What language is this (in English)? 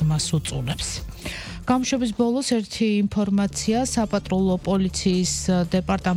Georgian